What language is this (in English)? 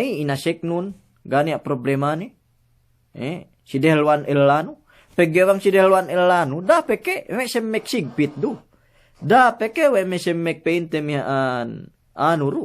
Yakan